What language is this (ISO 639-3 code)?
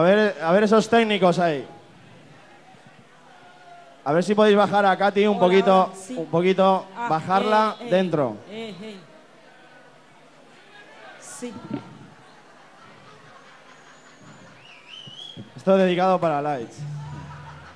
spa